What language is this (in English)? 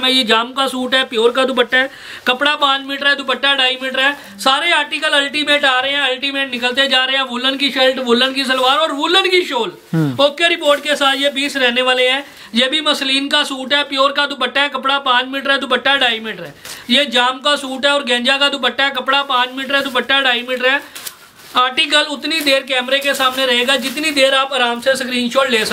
Hindi